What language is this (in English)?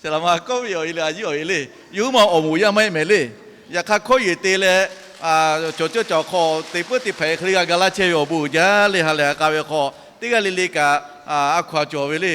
Lahu